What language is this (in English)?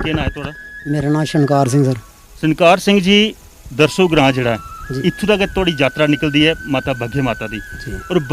Dogri